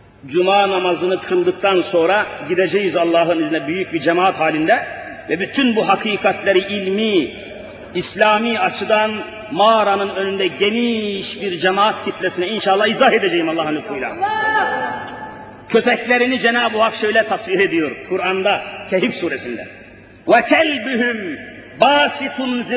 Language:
Turkish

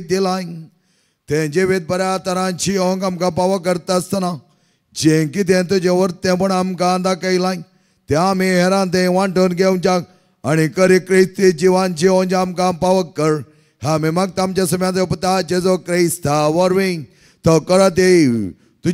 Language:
Konkani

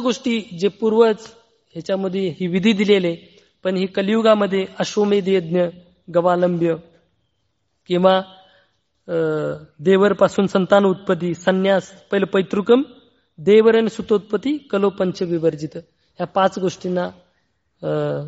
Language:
Marathi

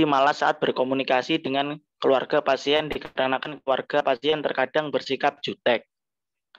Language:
Indonesian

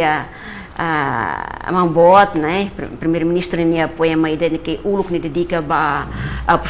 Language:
Tetum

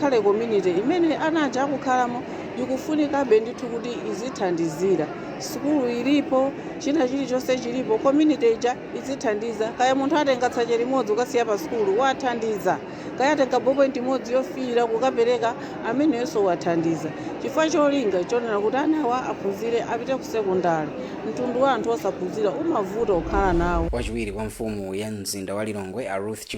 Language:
Nyanja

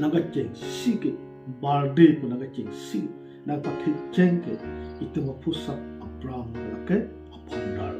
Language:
Karbi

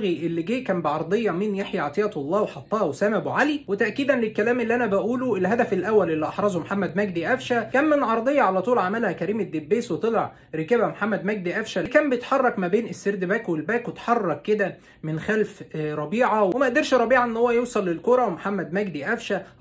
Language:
Egyptian Arabic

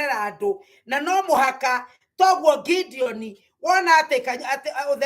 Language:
Kikuyu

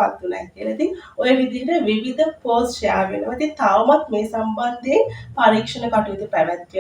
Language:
Sinhala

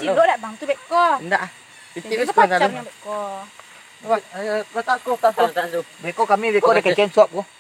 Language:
Minangkabau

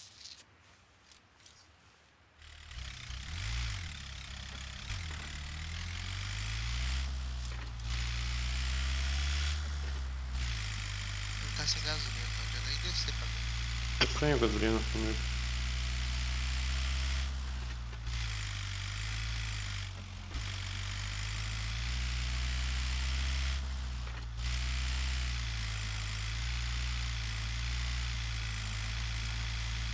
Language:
Portuguese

